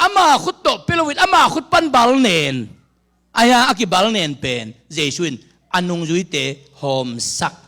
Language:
Tedim Chin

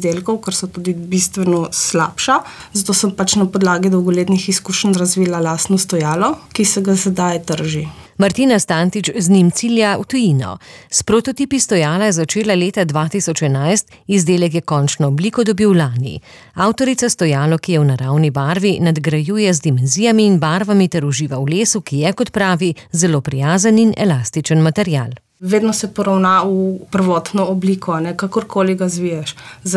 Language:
Slovenian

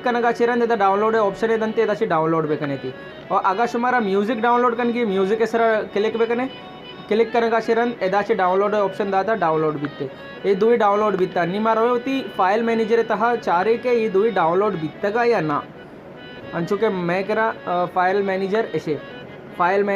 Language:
Baluchi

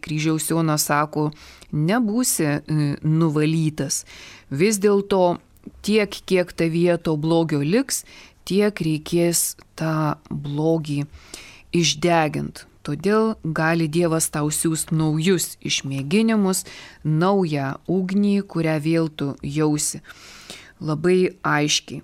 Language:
Lithuanian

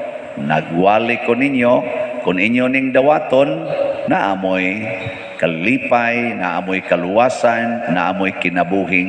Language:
Cebuano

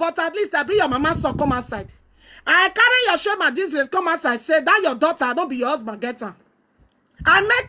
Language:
Nigerian Pidgin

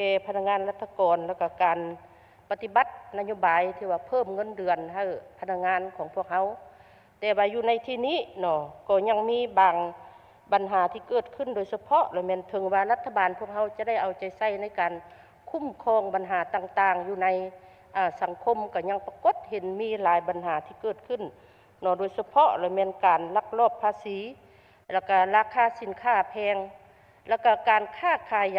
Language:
Lao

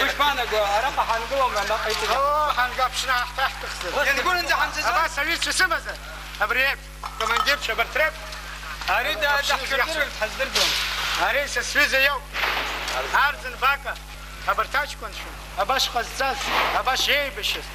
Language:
Abkhazian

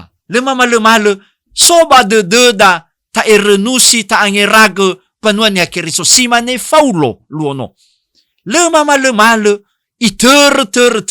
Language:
Nias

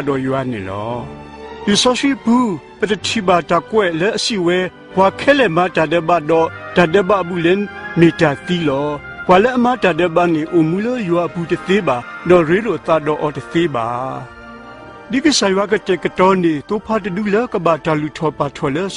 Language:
S'gaw Karen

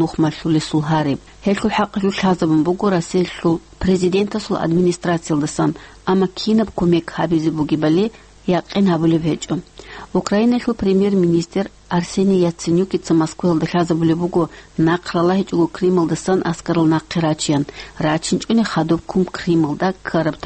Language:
Avaric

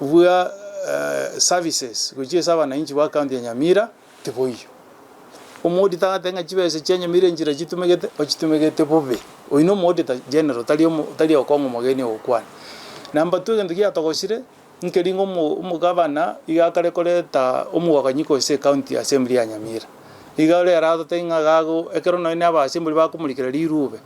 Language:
Gusii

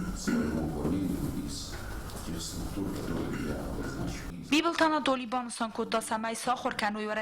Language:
Ossetic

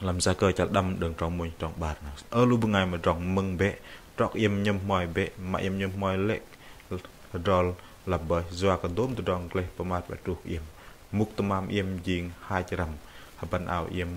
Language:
Bahnar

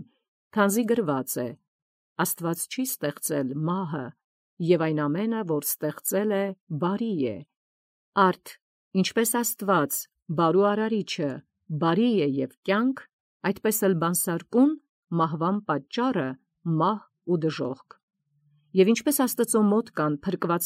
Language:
Armenian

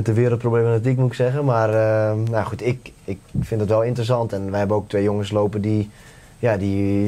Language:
Dutch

